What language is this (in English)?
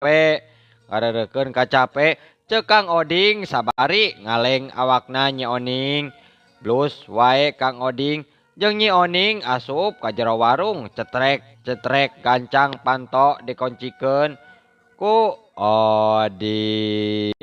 Sundanese